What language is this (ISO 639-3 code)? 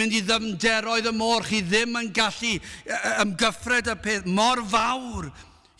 cym